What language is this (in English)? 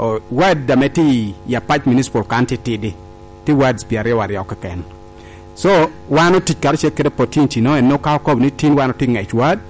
Lango (Uganda)